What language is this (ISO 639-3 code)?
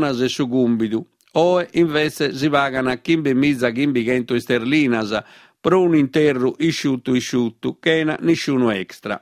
srd